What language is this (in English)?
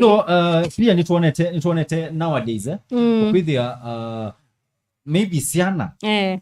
Kamba